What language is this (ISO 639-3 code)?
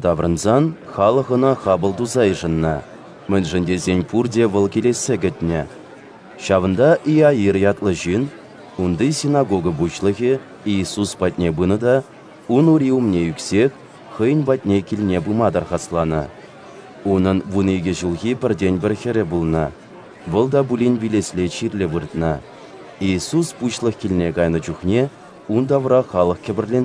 chv